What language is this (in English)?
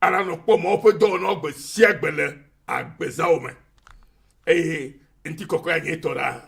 Ewe